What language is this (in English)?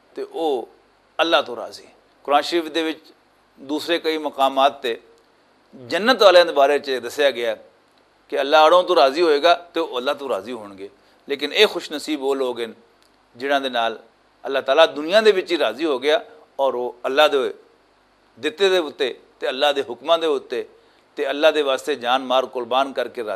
Western Panjabi